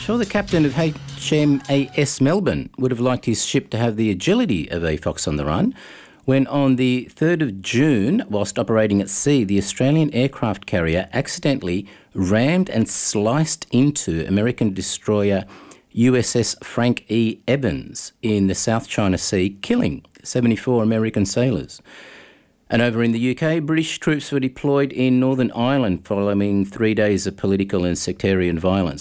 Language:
English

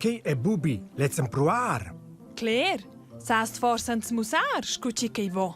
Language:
Romansh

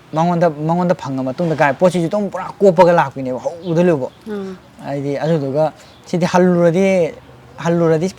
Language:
Manipuri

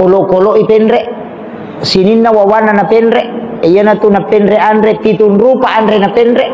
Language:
Buginese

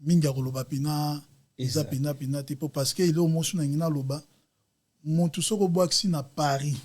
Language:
Lingala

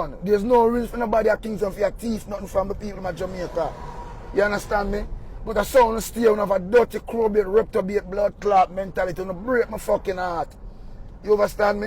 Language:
Jamaican Creole English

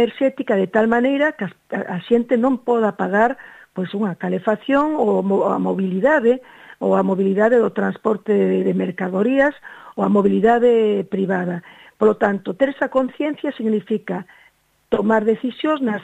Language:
Galician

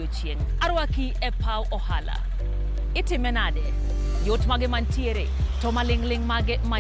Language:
Luo (Kenya and Tanzania)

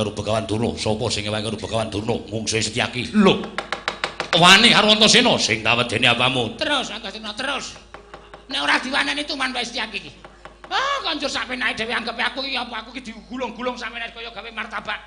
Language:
Javanese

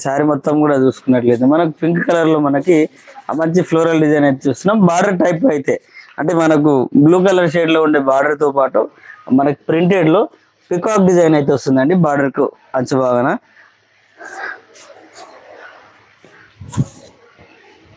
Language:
Telugu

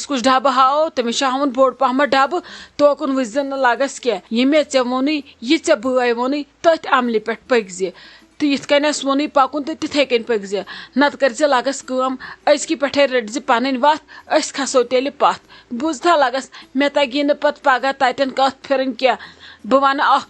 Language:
Kashmiri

